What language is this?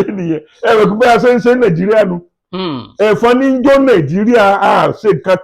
Yoruba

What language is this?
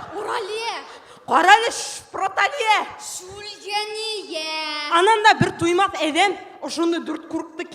Bashkir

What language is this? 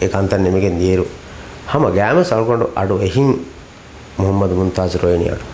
Divehi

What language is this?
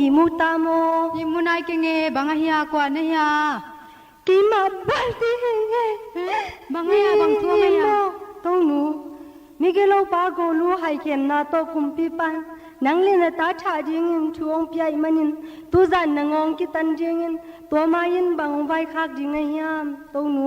Tedim Chin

